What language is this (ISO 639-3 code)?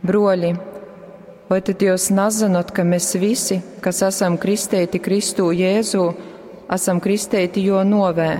ltg